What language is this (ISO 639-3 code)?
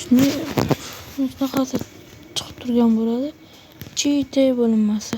uzb